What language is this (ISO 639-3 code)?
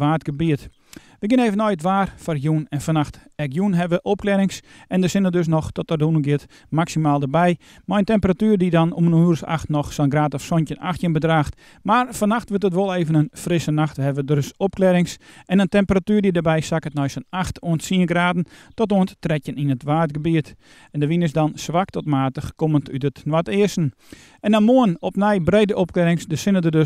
fry